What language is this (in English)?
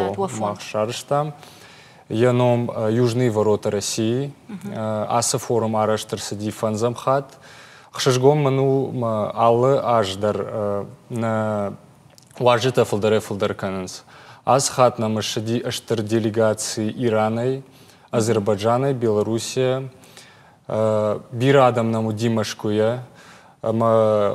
Ossetic